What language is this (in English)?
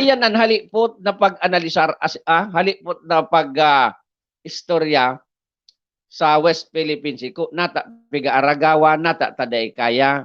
Bikol